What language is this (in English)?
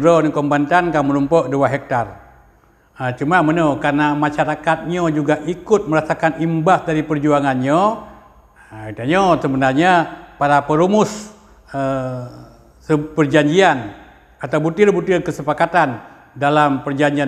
Achinese